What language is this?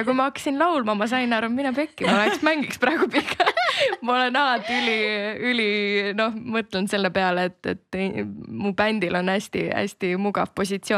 Estonian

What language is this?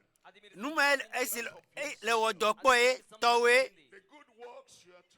Ewe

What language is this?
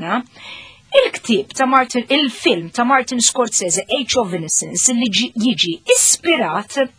Maltese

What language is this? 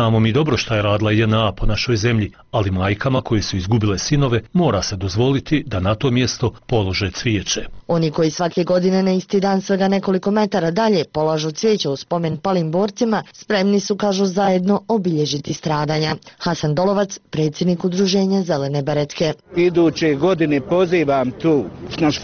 Bosnian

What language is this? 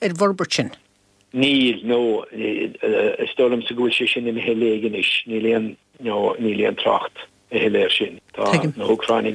Irish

